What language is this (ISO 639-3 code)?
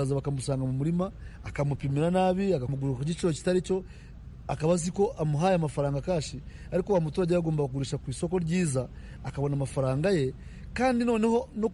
kin